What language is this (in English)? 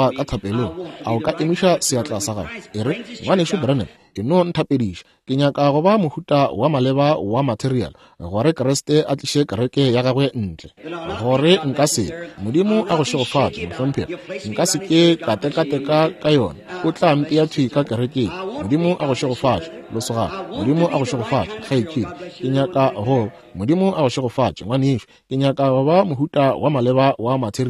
Northern Sotho